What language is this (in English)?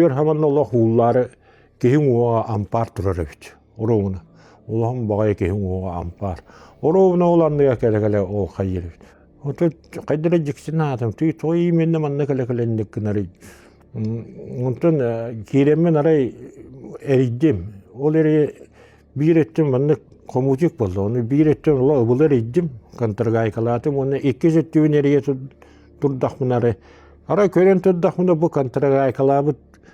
Yakut